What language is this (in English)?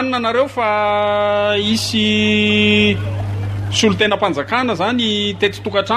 Malagasy